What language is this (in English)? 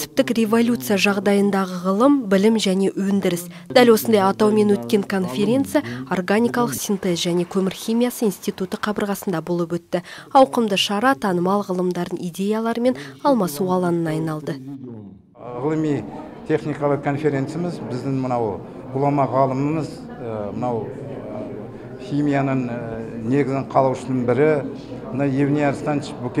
Kazakh